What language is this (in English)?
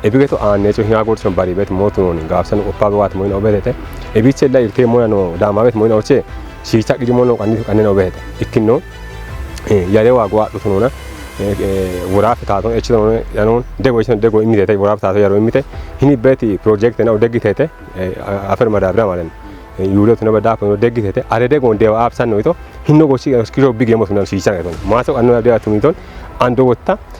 Kafa